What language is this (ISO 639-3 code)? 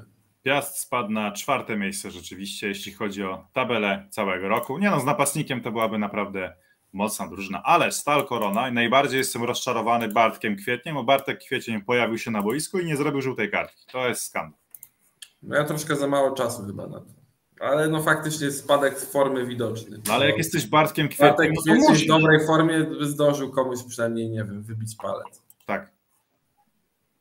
pol